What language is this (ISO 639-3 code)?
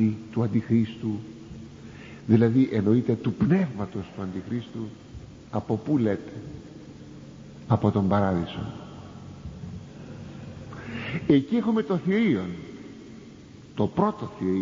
ell